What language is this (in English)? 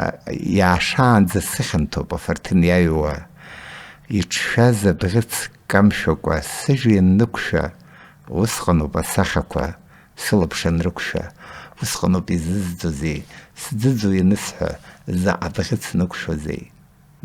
Abkhazian